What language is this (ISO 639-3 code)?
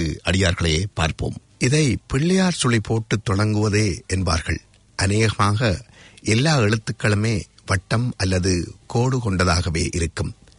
tam